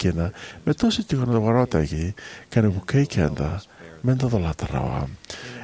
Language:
Fijian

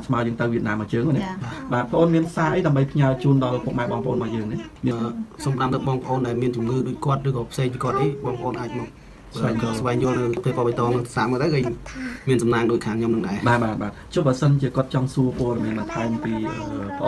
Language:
Khmer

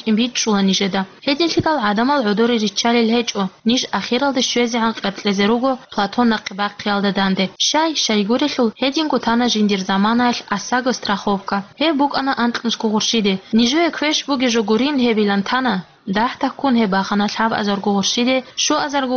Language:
Avaric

